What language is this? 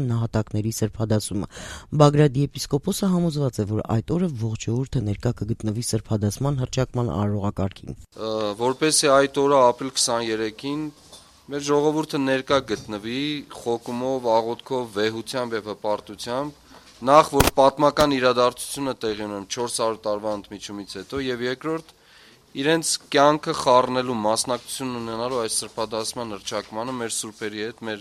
Armenian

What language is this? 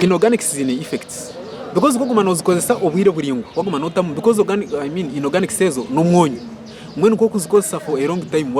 Nyankole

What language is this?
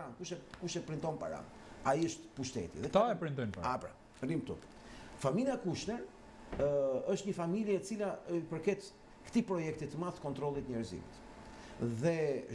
Albanian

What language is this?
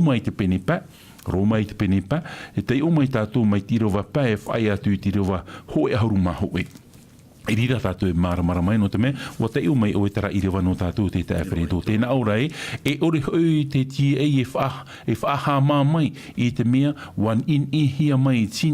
Tahitian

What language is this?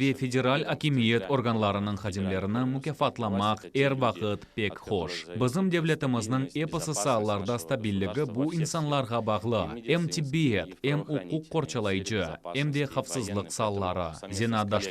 Crimean Tatar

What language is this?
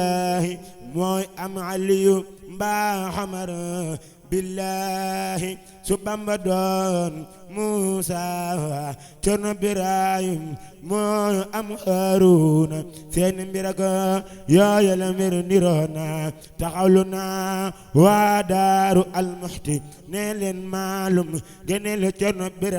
Wolof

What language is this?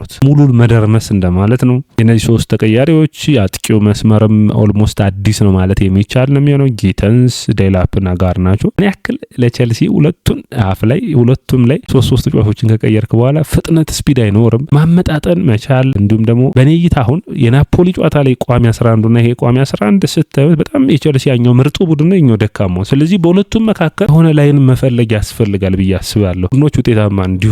Amharic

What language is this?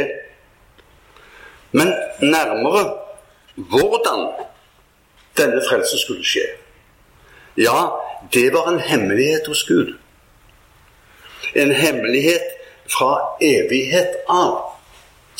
Norwegian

